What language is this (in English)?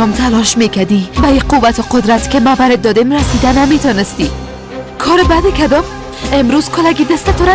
Persian